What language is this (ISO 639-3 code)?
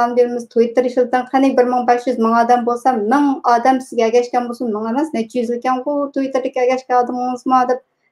uig